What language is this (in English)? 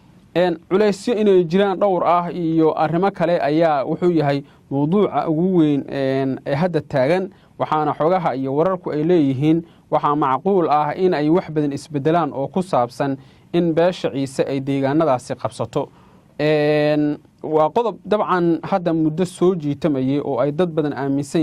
Somali